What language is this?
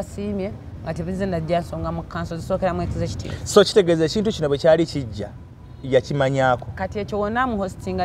Ganda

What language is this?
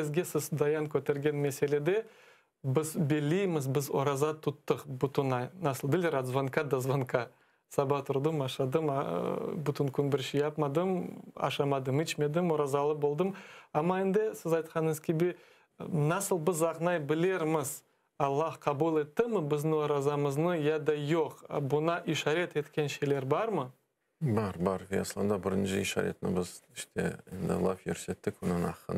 Crimean Tatar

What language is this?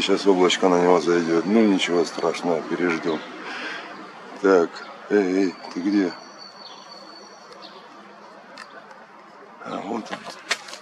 Russian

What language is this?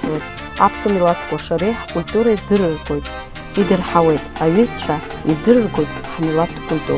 Abkhazian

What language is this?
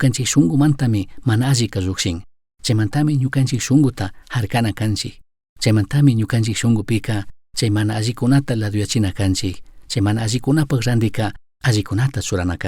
Chimborazo Highland Quichua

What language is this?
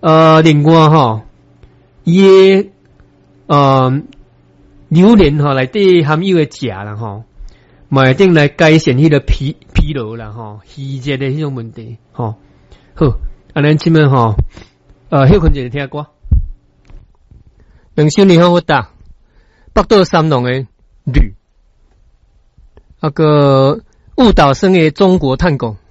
Min Nan Chinese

